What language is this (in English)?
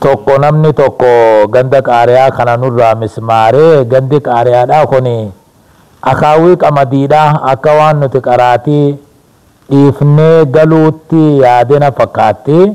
Oromo